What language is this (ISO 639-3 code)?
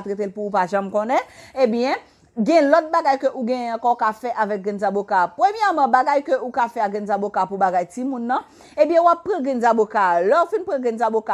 hat